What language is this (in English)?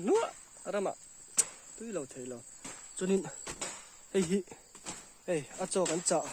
Mizo